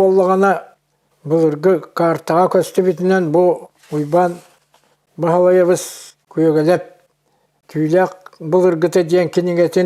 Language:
Yakut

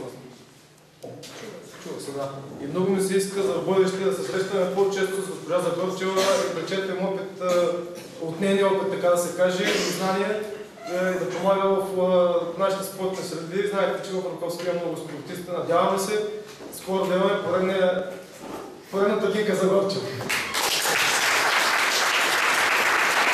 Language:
Bulgarian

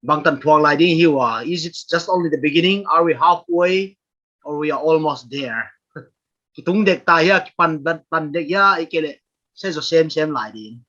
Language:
Paite Chin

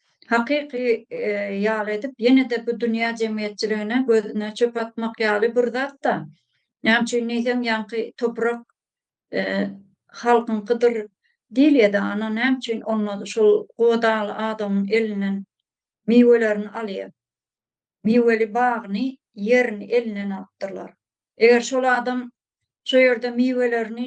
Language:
Turkmen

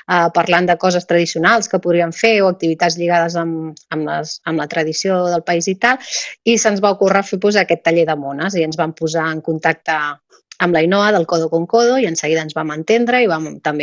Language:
Catalan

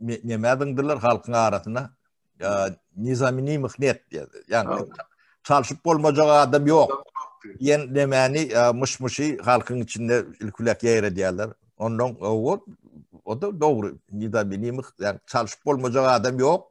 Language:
Turkmen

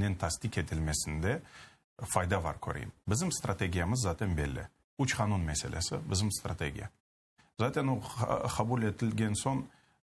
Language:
Crimean Tatar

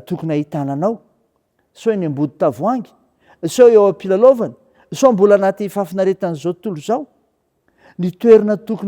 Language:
Malagasy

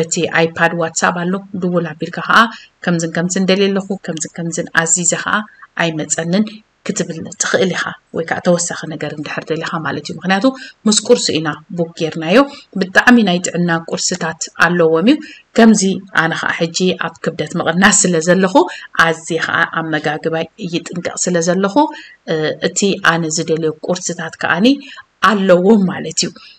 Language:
Tigrinya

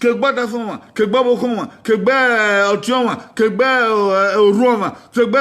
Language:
Bini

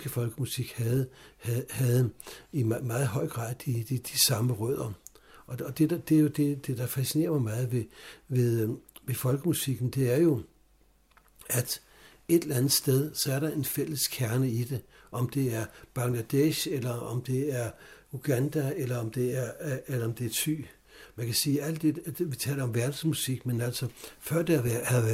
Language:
Danish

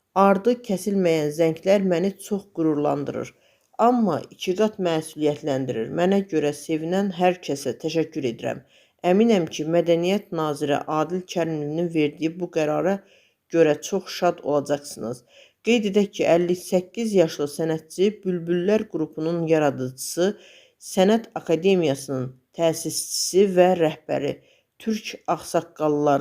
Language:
Azerbaijani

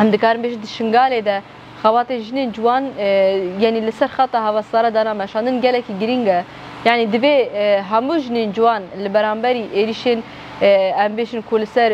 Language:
Kurdish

